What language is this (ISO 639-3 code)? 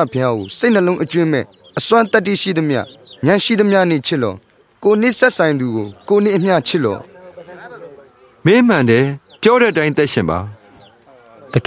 mya